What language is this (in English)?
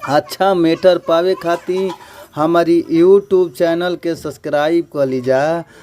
Bhojpuri